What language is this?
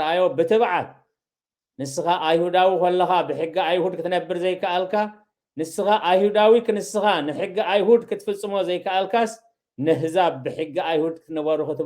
Tigrinya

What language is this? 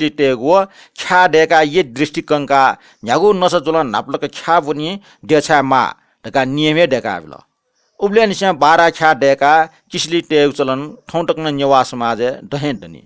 Newari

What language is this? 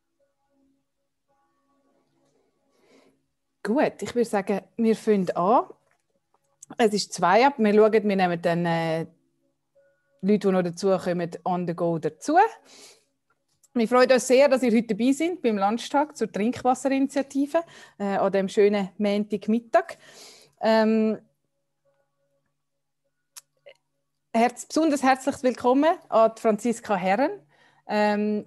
German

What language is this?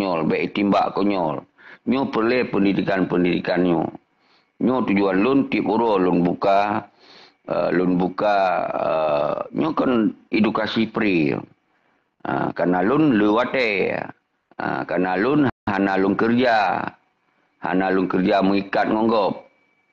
Achinese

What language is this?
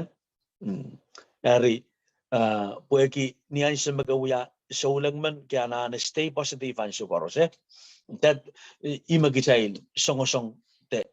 Pohnpeian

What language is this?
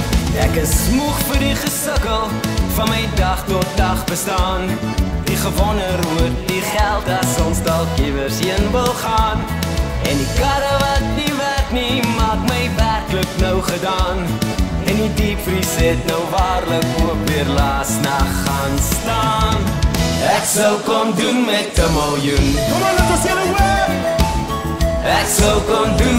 Afrikaans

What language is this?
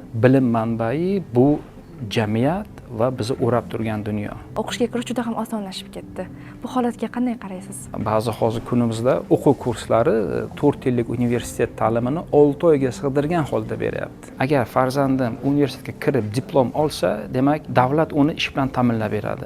Uzbek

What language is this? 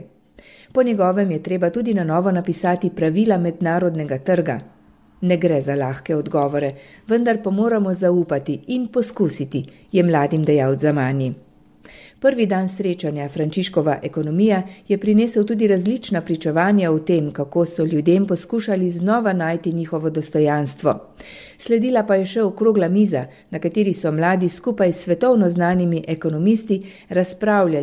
Slovenian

